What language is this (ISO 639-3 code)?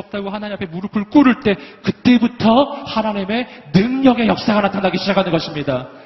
kor